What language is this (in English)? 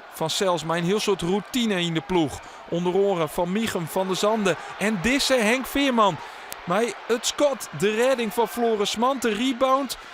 Western Frisian